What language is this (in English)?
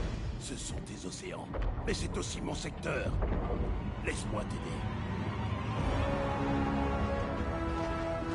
French